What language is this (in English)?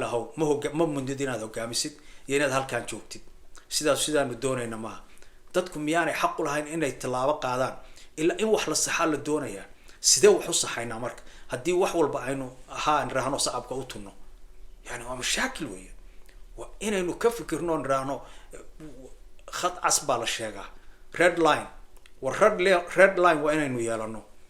Somali